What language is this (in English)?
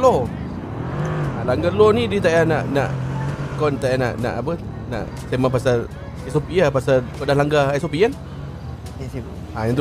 Malay